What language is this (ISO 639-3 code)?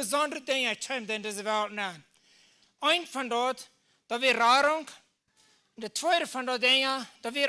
pdt